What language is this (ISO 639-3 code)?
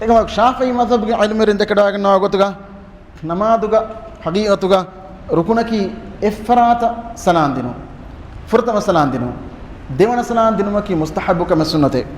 div